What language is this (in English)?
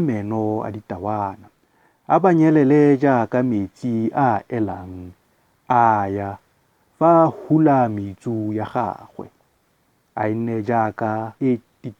Tswana